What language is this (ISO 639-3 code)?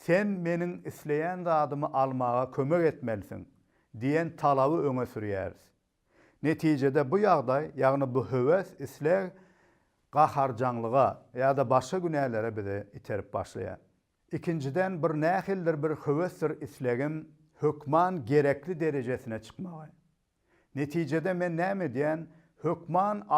tuk